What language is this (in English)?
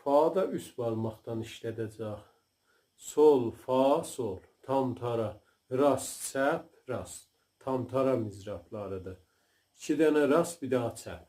South Azerbaijani